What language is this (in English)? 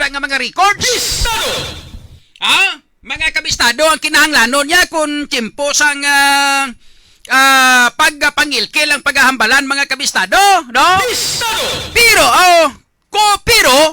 Hiligaynon